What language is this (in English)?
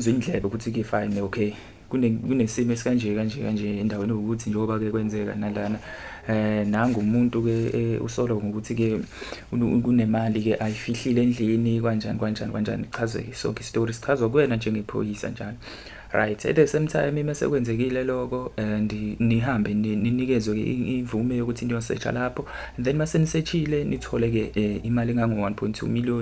Zulu